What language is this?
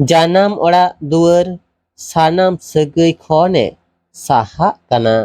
Santali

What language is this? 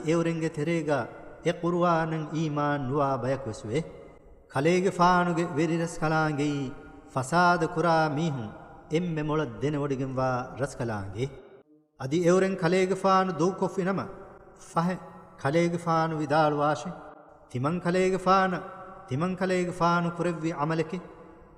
Divehi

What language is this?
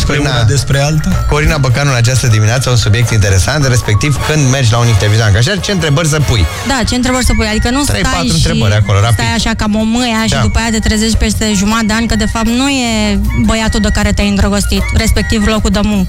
Romanian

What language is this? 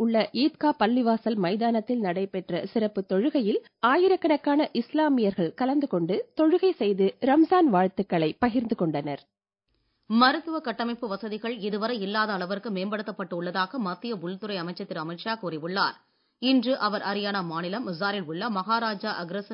Tamil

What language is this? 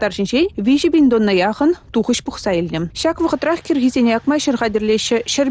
Chuvash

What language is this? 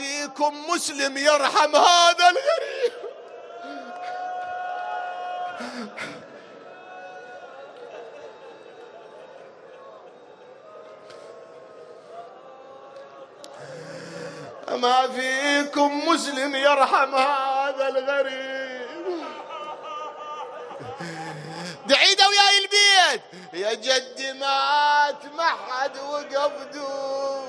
Mesopotamian Arabic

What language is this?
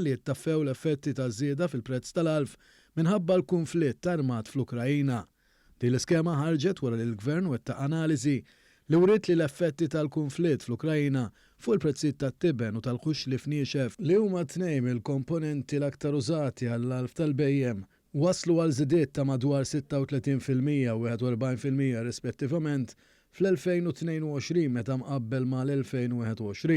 Maltese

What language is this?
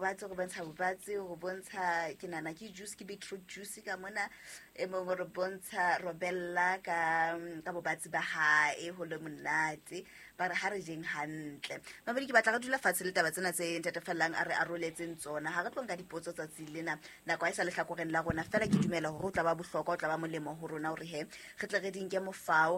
Southern Sotho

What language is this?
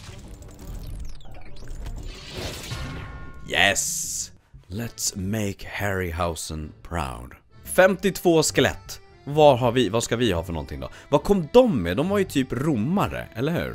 Swedish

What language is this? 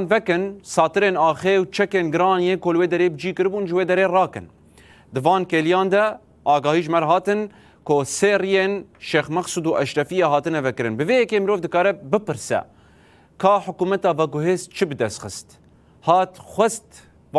Kurdish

